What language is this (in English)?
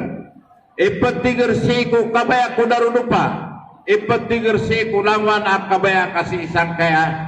Maranao